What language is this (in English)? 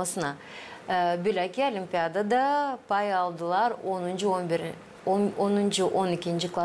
Gagauz